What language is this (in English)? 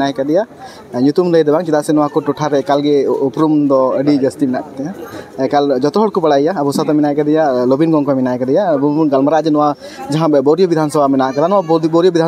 Santali